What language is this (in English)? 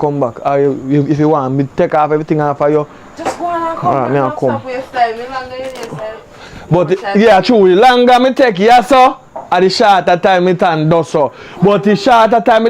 Jamaican Creole English